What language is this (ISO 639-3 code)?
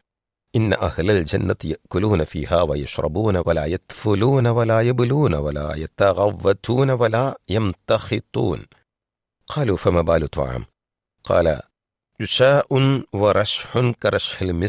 mal